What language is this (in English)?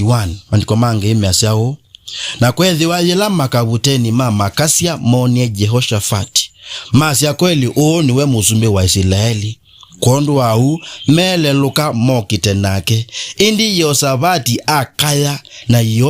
Kamba